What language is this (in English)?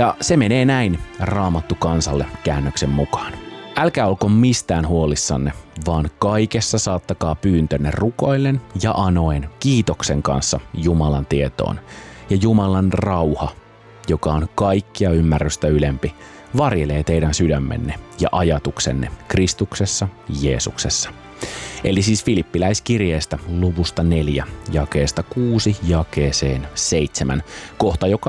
Finnish